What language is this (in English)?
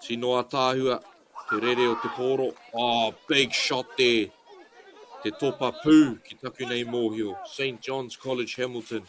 Māori